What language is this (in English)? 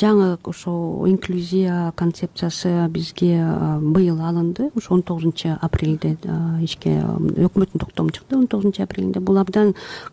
Kyrgyz